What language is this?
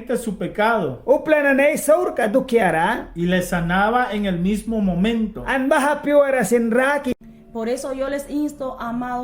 Mískito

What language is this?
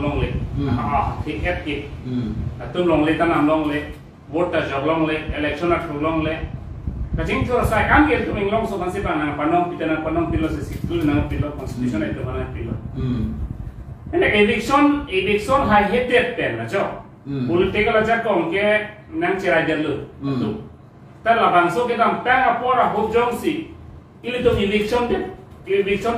Karbi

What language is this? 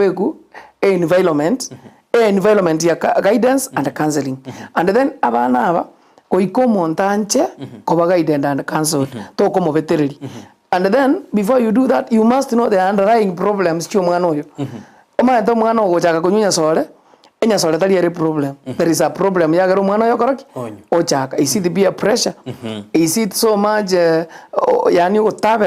Gusii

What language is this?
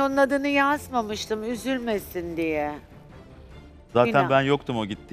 Turkish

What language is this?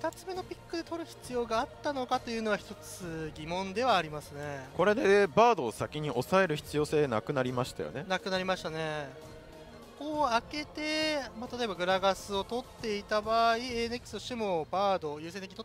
Japanese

